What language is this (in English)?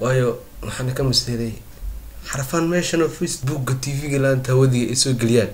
Somali